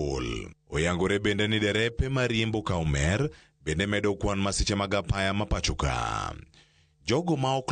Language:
Luo (Kenya and Tanzania)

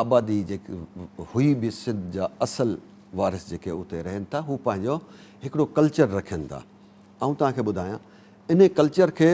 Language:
Sindhi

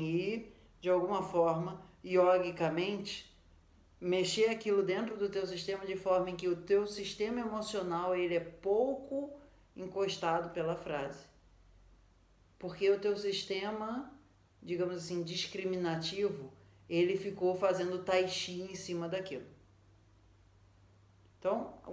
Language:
Portuguese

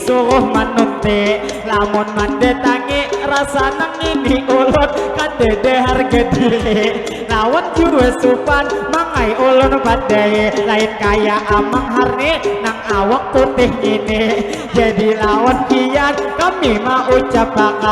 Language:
Banjar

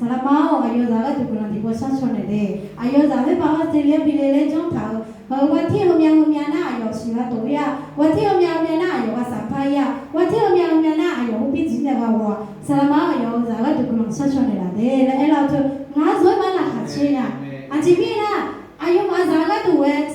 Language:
Akha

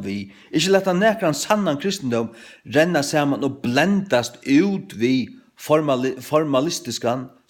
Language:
Faroese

